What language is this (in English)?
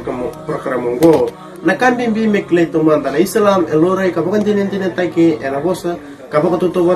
Fijian